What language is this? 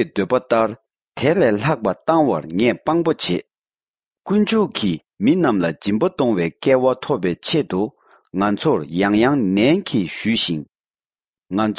Tibetan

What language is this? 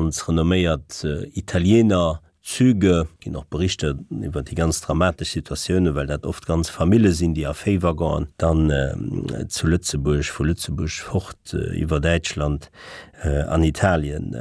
Luxembourgish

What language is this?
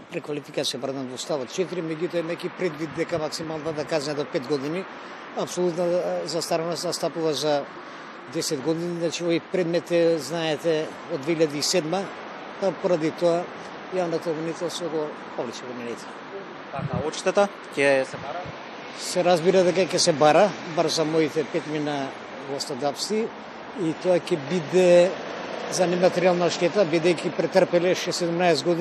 Macedonian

